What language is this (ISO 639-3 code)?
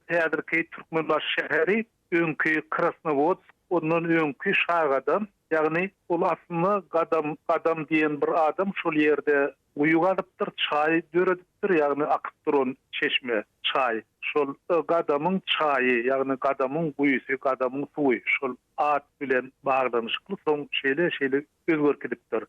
tuk